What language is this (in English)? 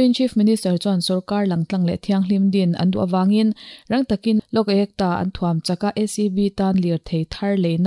Mizo